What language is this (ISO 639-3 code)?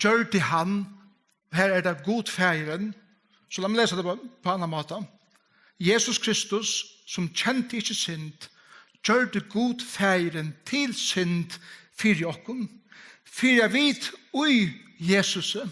fao